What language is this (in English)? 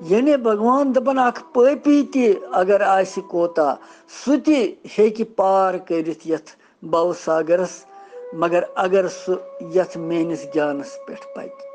Kashmiri